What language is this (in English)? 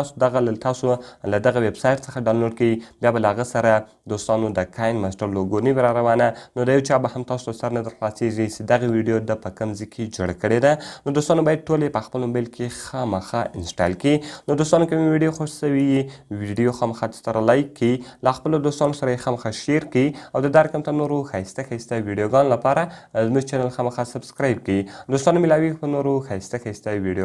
Pashto